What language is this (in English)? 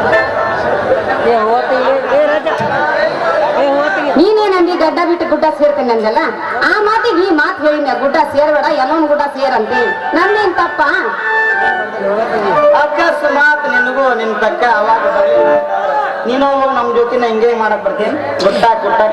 Kannada